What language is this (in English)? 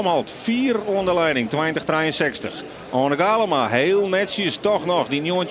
Western Frisian